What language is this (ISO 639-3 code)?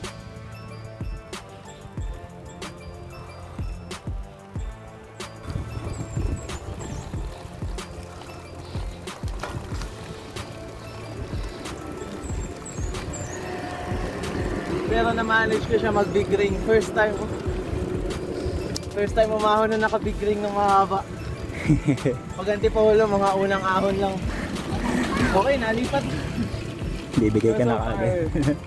fil